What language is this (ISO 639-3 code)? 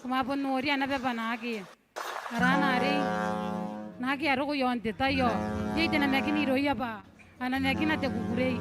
gil